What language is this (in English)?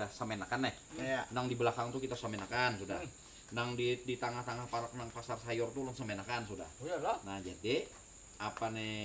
Banjar